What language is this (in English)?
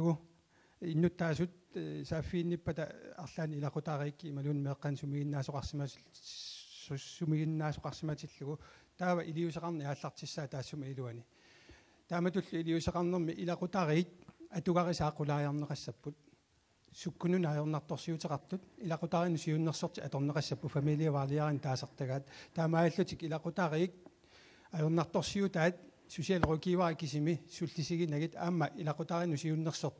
Kalaallisut